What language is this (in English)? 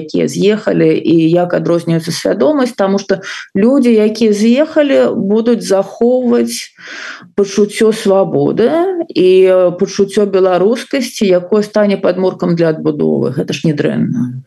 Belarusian